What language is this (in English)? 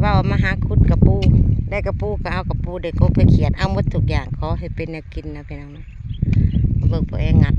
Northeastern Thai